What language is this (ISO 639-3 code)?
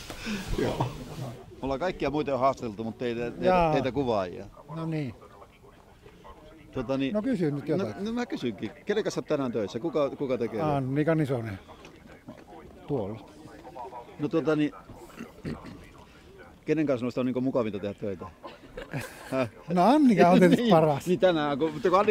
fin